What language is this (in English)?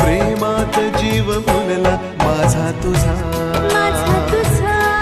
Marathi